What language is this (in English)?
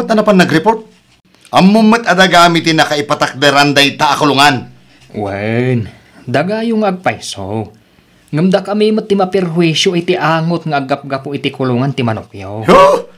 Iloko